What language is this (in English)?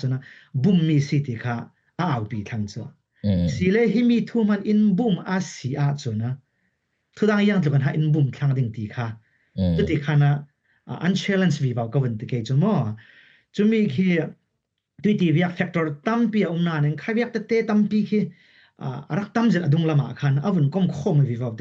Falam Chin